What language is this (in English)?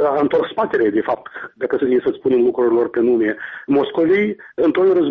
Romanian